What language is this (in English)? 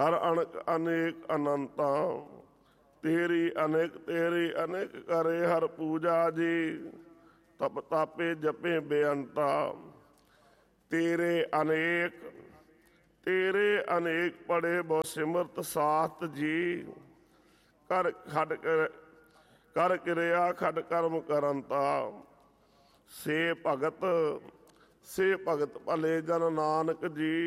Punjabi